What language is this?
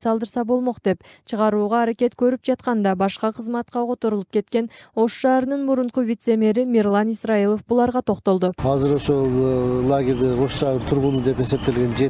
Kyrgyz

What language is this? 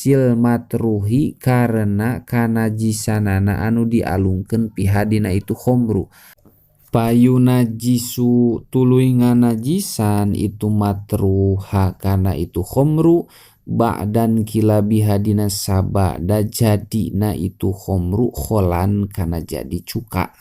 Sundanese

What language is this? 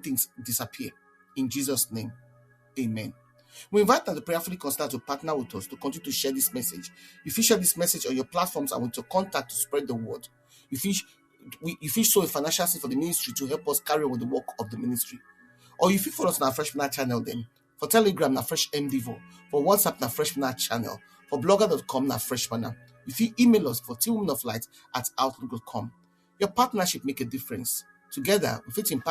Nigerian Pidgin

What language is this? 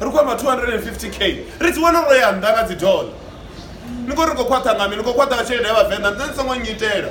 Venda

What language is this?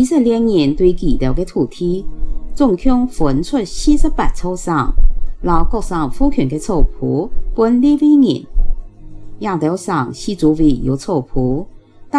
Hakka Chinese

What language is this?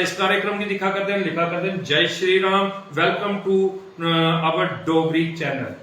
Dogri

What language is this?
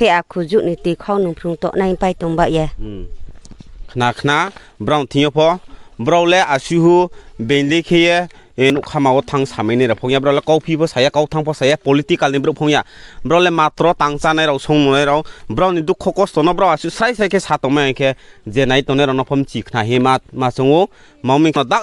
Riang (India)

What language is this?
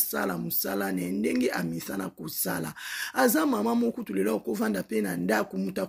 Lingala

